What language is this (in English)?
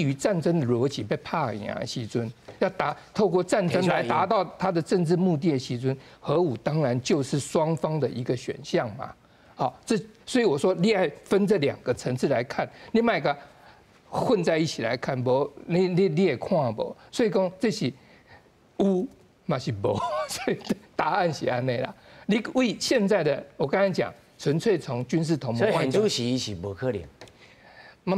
Min Nan Chinese